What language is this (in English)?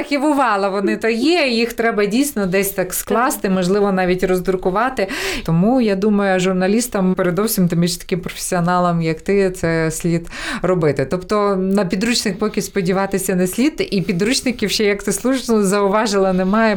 Ukrainian